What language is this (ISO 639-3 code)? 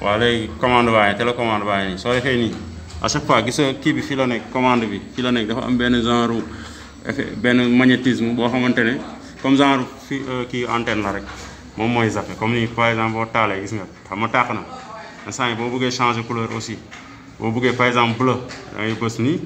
wol